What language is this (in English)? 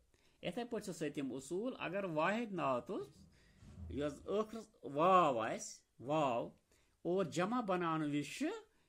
Kashmiri